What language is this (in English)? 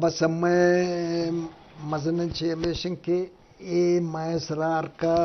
Eastern Balochi